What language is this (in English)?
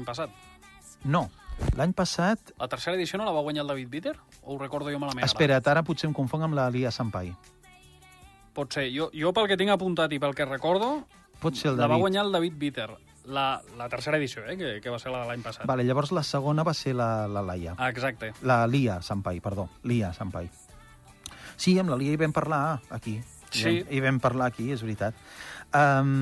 Catalan